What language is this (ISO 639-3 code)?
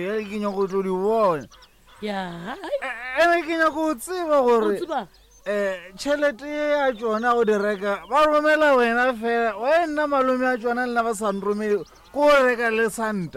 nso